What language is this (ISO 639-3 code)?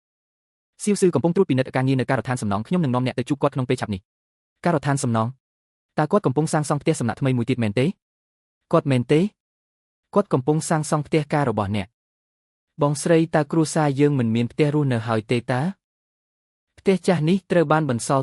khm